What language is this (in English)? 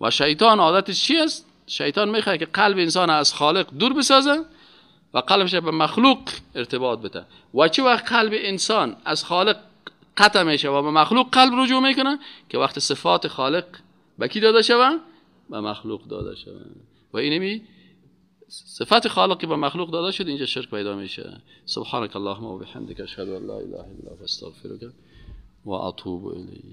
Persian